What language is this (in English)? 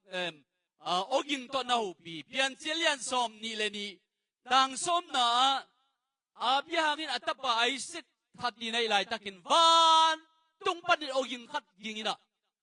Tedim Chin